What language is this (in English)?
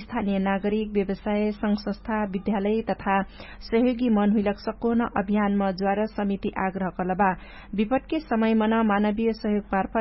Dangaura Tharu